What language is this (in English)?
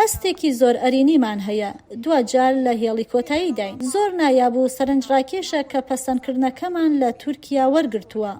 Central Kurdish